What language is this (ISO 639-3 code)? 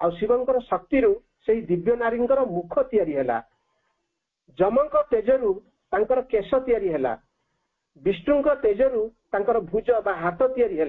ori